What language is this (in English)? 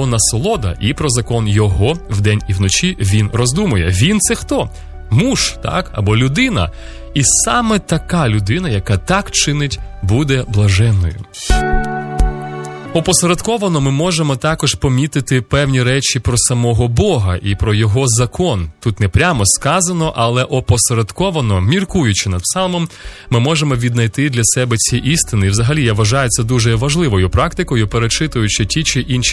Ukrainian